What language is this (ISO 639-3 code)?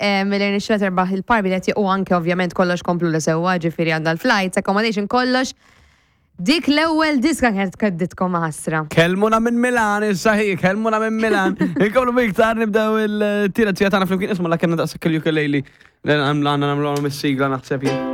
mlt